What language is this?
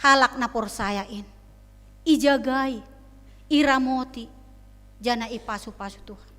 Batak Simalungun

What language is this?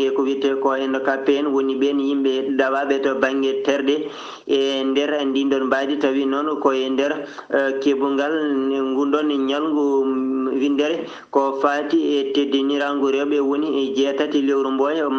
Fula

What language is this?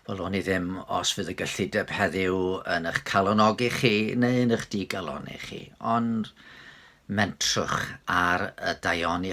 Welsh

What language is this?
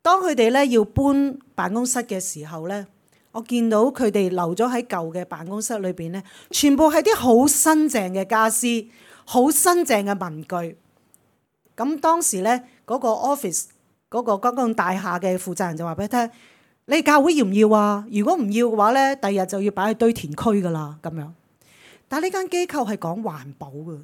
Cantonese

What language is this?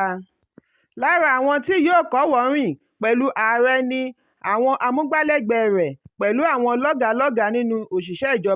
Yoruba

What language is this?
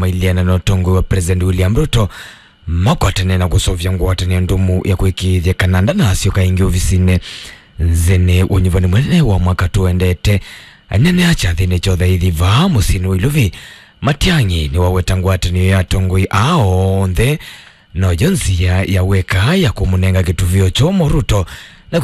Kamba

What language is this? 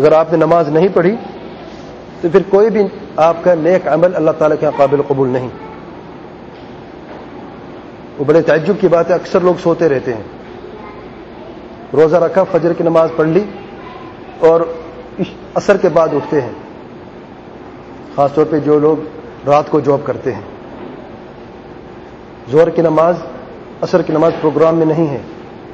Urdu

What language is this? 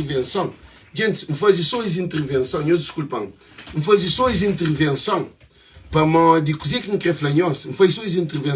Kabuverdianu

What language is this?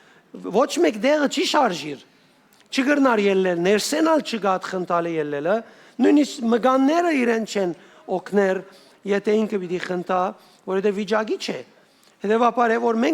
Western Armenian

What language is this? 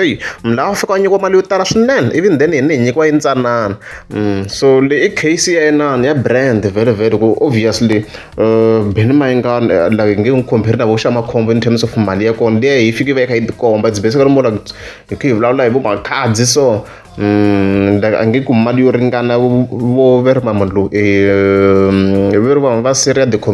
Tsonga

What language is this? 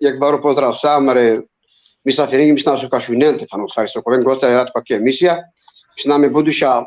Balkan Romani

